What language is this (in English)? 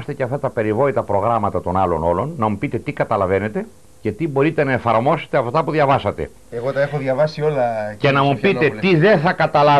Greek